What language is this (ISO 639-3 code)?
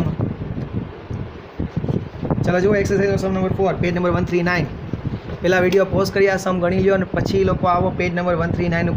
guj